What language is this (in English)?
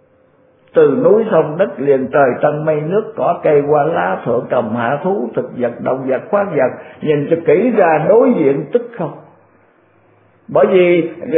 Vietnamese